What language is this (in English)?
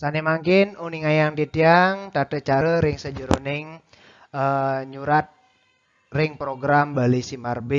Balinese